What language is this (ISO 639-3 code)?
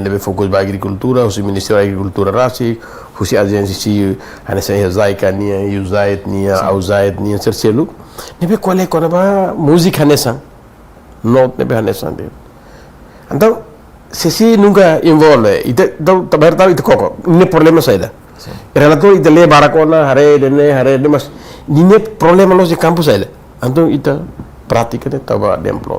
tet